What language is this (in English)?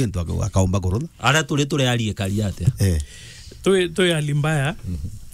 Meru